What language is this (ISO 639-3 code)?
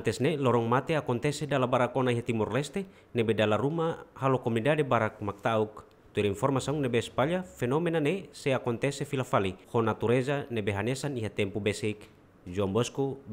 tet